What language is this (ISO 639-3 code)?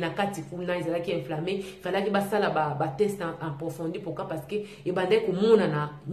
lin